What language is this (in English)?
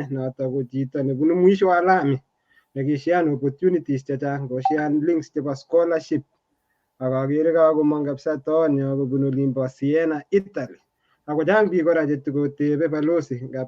Kalenjin